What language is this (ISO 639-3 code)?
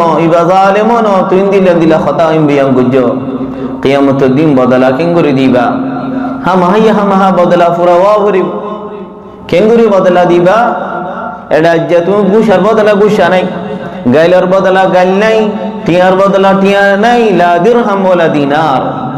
rhg